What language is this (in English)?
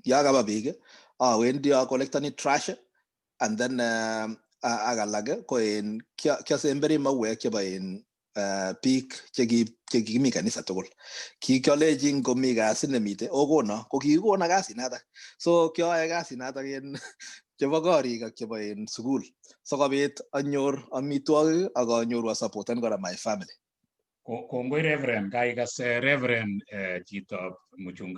Kalenjin